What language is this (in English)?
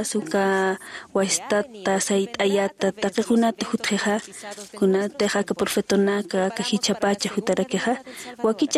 Aymara